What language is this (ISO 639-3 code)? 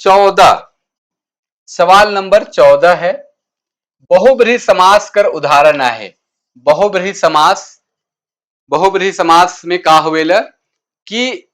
sck